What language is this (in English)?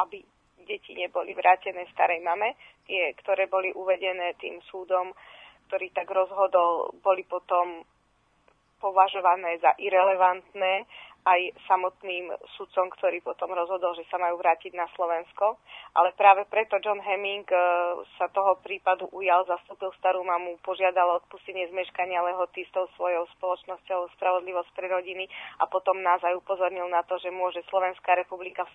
Slovak